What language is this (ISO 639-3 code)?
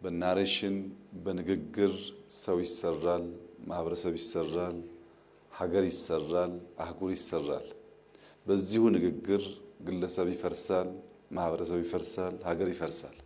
amh